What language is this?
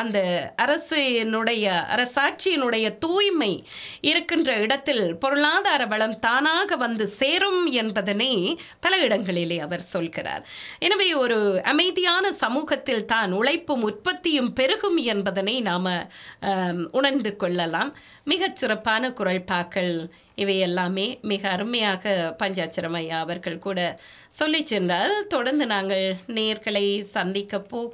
Tamil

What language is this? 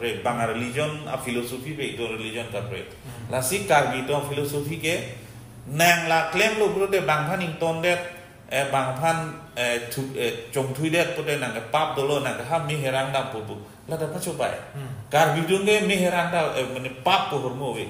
Karbi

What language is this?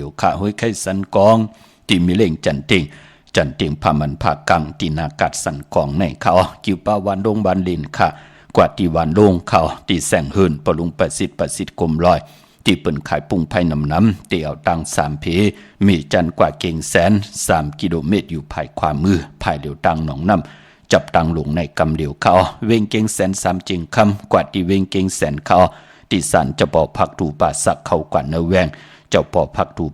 Shan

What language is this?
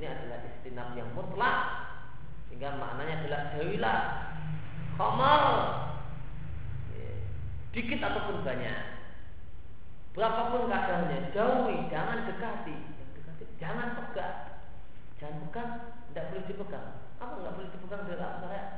Indonesian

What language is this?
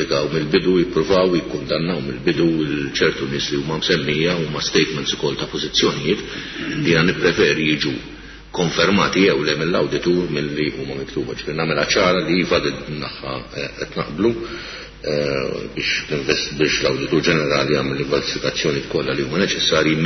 Maltese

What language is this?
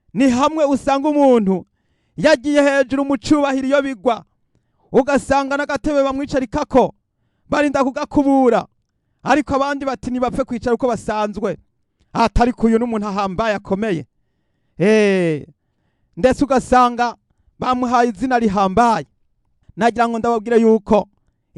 Rundi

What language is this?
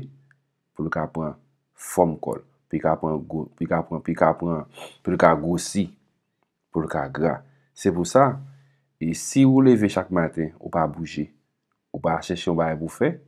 Haitian Creole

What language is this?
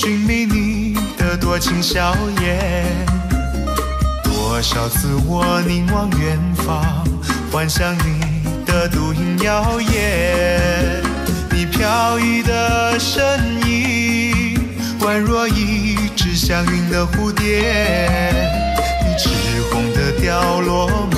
Chinese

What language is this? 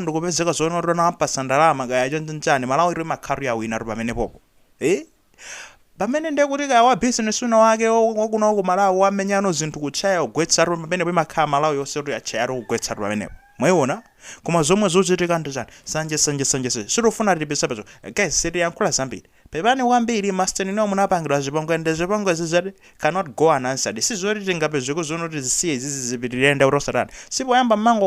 Nyanja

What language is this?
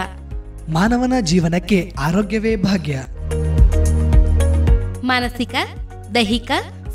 Kannada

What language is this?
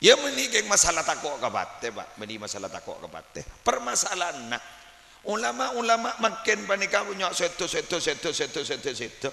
Madurese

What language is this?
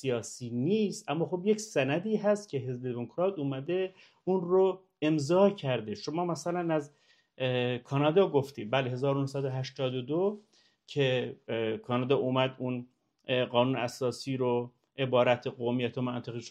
Persian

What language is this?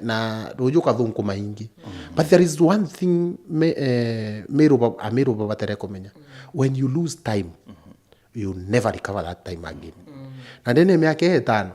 Meru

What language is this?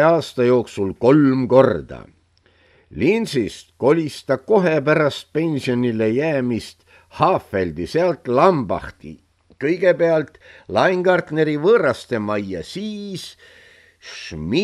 Estonian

